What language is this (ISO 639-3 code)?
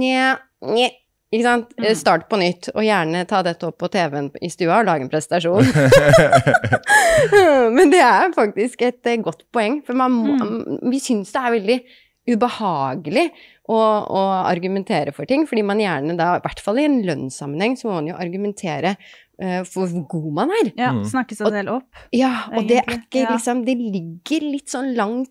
nor